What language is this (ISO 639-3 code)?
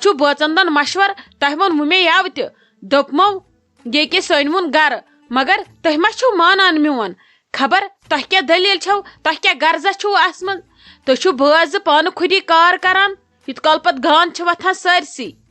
kas